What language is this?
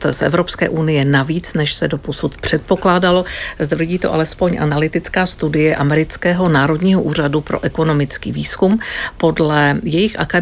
Czech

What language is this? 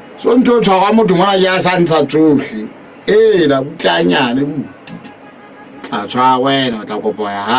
Southern Sotho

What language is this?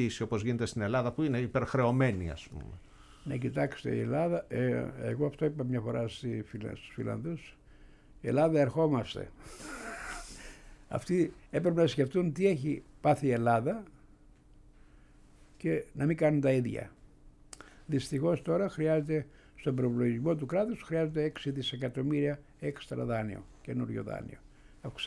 Greek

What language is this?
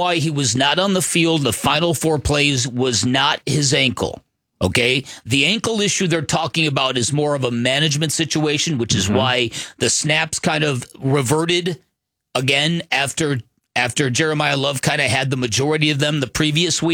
English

